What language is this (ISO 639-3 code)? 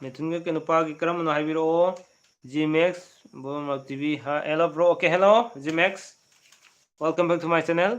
mni